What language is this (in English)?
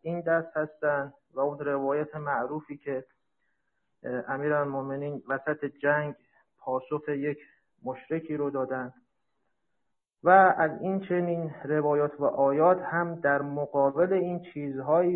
Persian